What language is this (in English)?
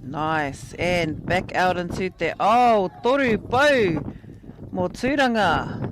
Māori